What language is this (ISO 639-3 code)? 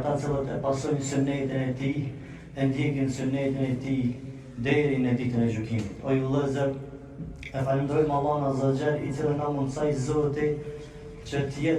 sqi